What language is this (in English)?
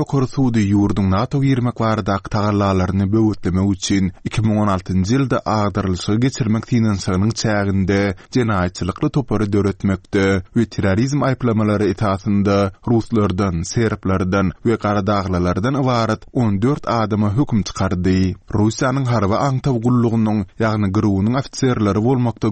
Turkmen